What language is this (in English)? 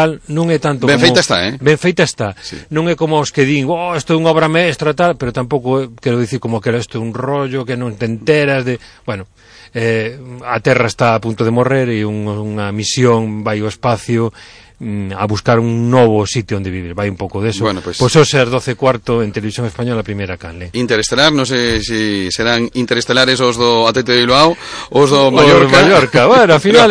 Galician